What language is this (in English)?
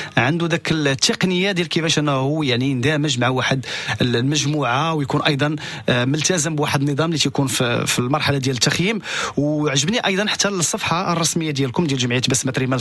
Moroccan Arabic